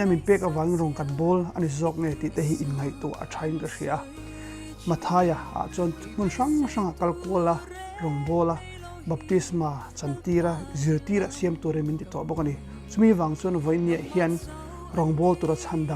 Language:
Mizo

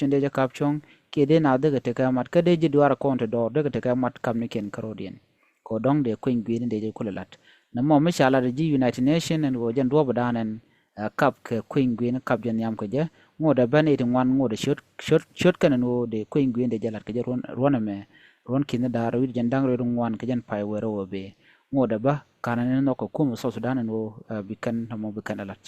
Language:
Nuer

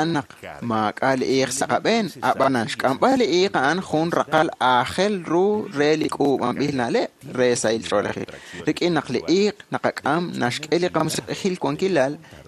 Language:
Kekchí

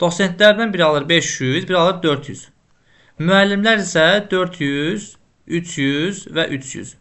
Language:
Azerbaijani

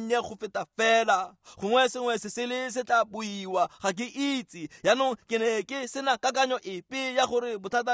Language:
Tswana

